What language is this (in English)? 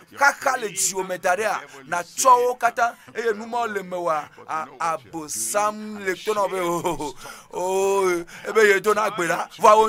Ewe